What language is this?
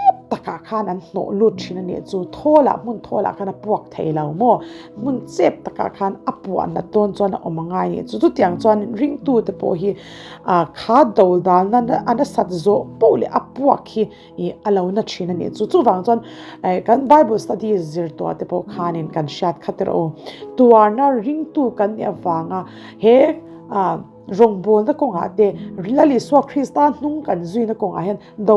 Mizo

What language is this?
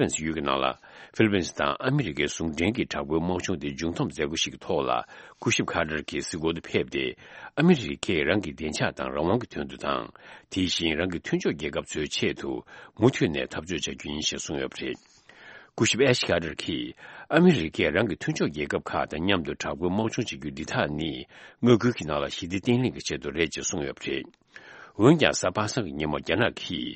Tibetan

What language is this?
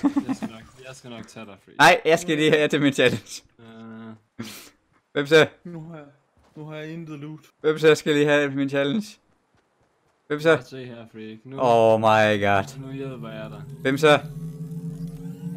Danish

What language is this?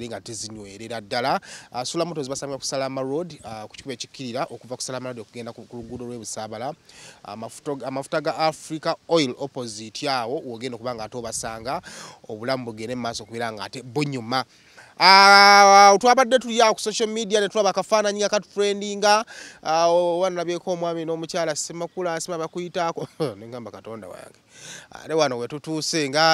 Ganda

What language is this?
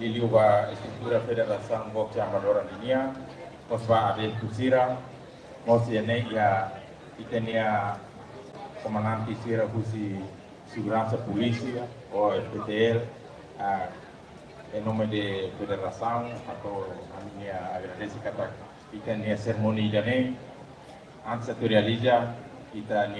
Tetum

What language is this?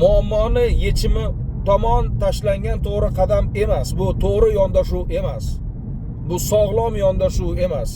Uzbek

